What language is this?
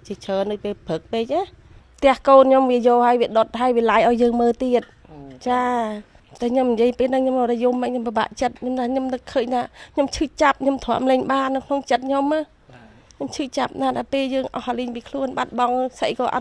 Khmer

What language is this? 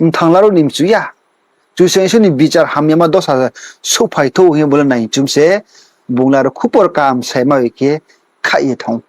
Riang (India)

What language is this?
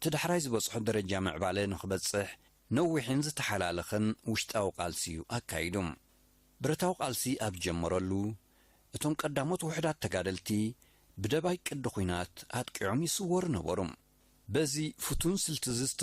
Tigrinya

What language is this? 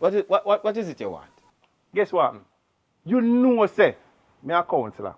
Jamaican Creole English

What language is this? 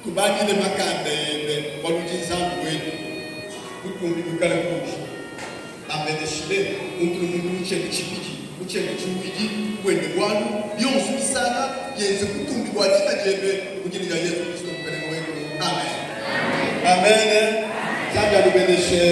Luba-Lulua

